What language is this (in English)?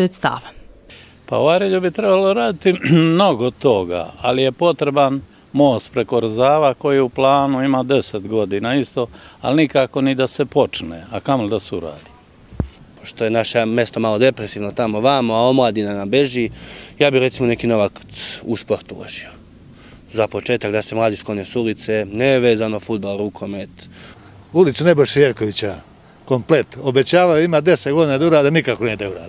Serbian